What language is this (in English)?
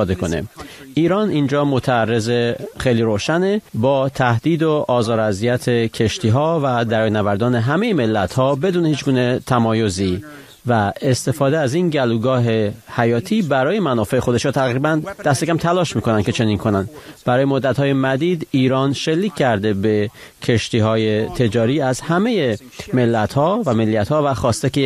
Persian